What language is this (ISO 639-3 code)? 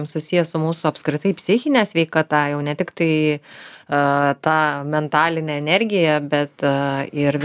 lit